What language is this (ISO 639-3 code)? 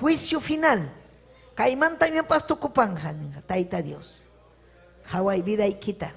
quy